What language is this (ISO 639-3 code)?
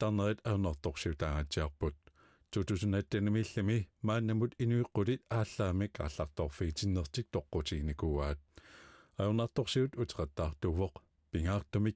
kal